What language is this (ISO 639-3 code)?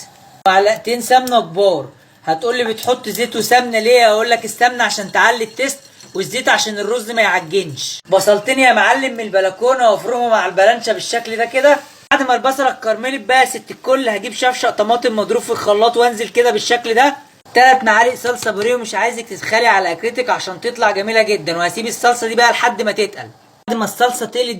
arz